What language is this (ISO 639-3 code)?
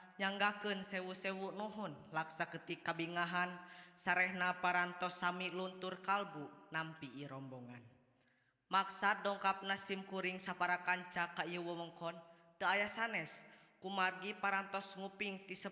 sun